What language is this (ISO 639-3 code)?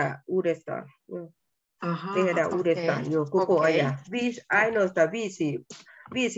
fin